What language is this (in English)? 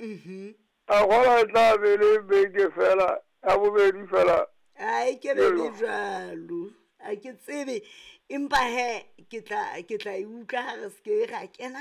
Southern Sotho